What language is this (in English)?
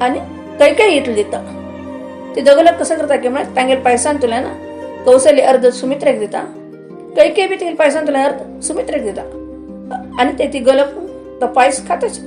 Konkani